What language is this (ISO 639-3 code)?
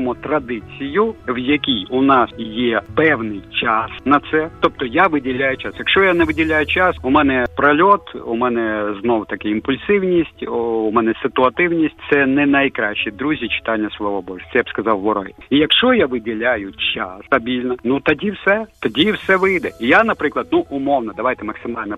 ukr